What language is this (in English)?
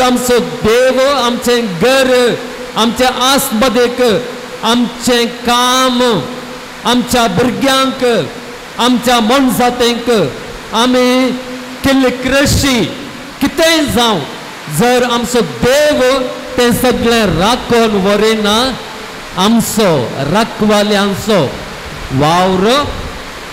Konkani